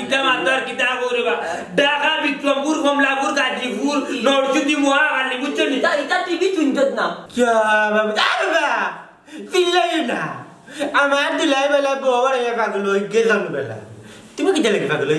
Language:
Sylheti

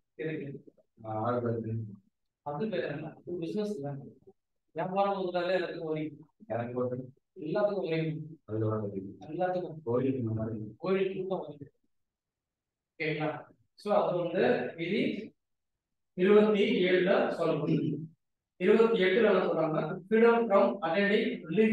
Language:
Tamil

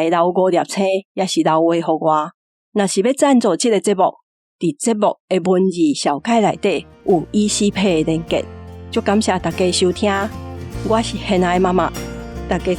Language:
Min Nan Chinese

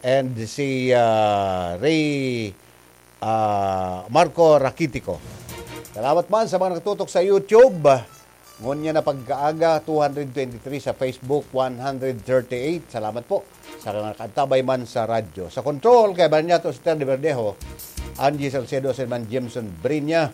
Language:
Bikol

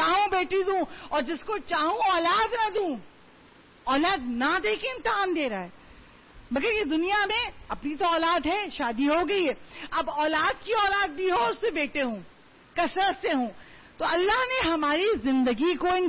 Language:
Urdu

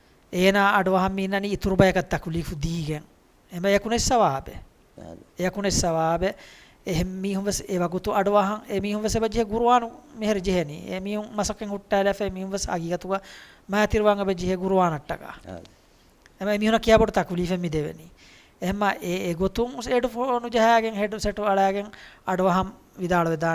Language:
Divehi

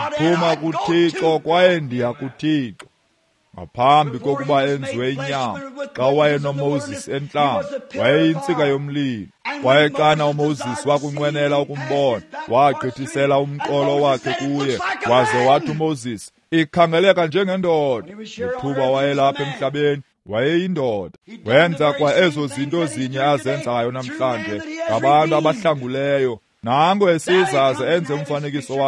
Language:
Xhosa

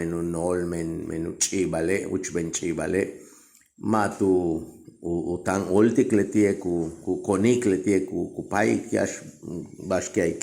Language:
Yucateco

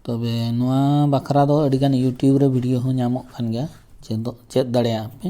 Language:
Santali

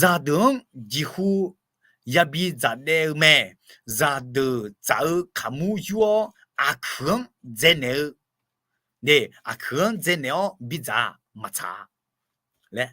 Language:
Akha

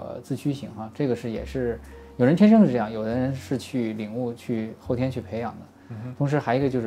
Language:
Chinese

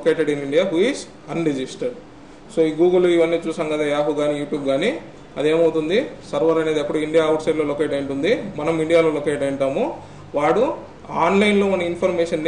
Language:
Telugu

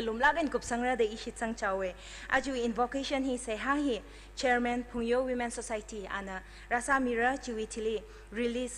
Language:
Tangkhul Naga (India)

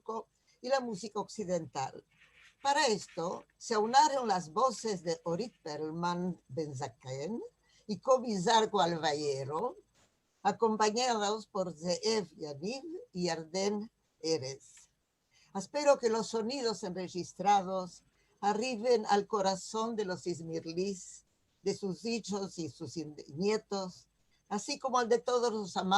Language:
Ladino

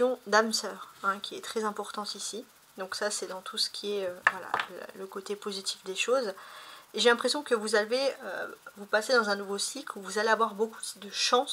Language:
French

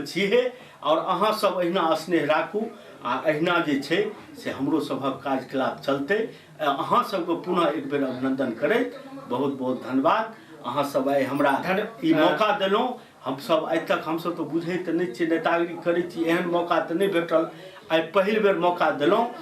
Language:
Maithili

